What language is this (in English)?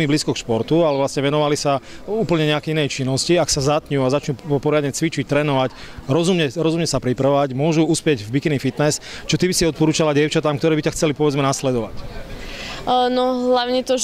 Slovak